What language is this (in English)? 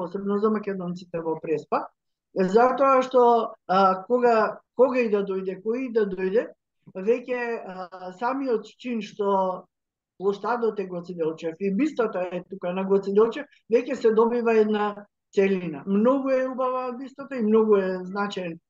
Macedonian